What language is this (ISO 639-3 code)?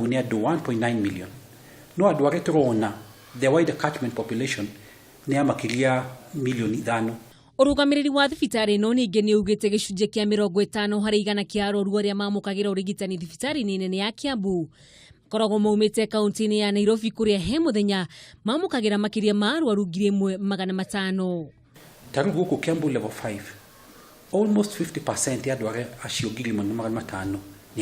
kik